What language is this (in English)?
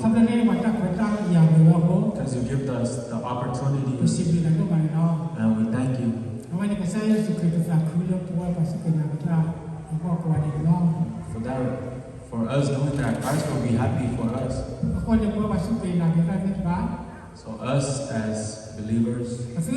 S'gaw Karen